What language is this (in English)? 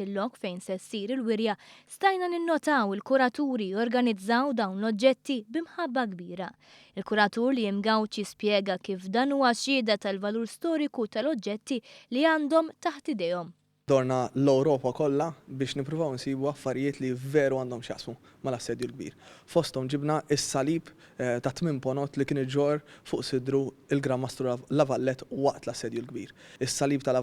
Maltese